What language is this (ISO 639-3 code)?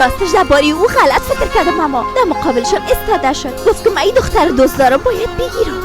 fas